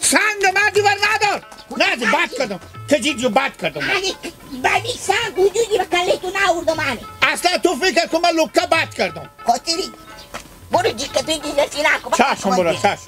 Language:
Hazaragi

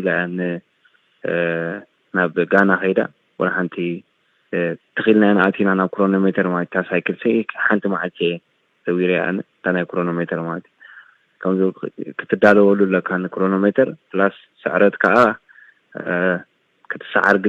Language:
Tigrinya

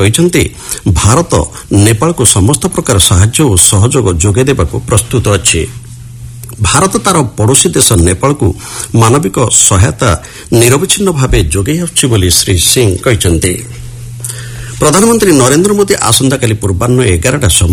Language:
Odia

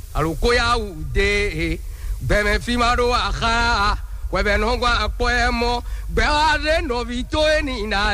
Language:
Fon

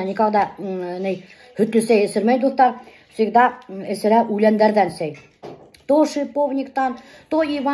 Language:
Bashkir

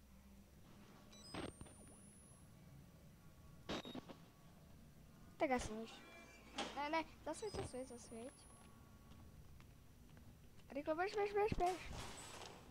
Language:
Slovak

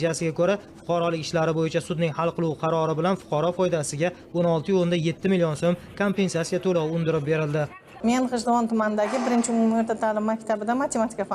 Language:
Uzbek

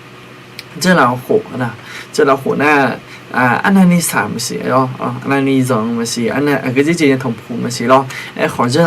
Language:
Akha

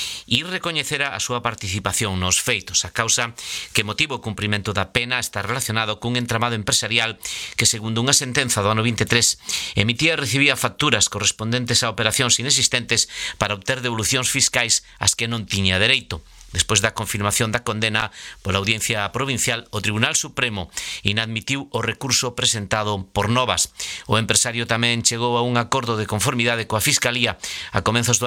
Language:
Galician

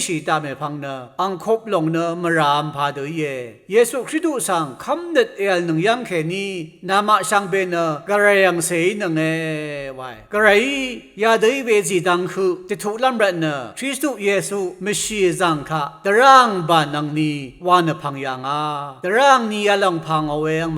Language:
Rawang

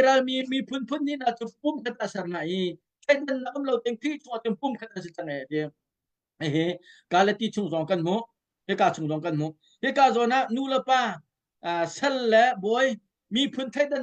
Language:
Hakha Chin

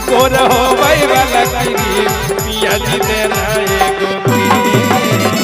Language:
Magahi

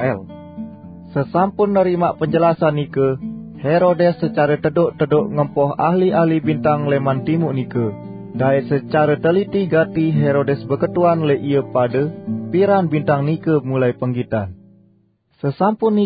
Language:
Sasak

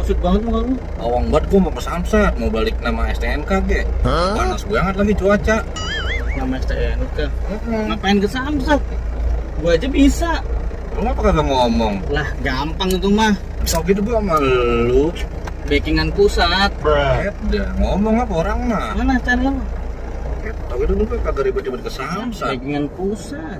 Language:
Betawi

